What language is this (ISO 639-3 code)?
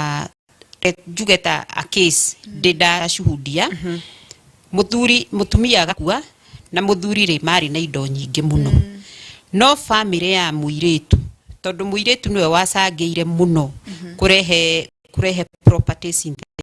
kik